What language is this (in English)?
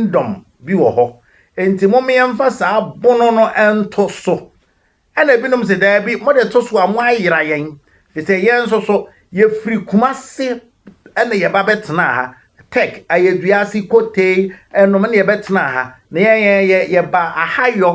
Akan